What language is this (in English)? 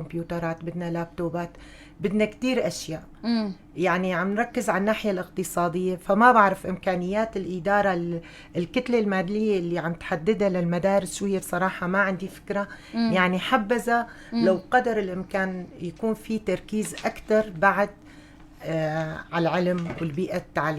North Levantine Arabic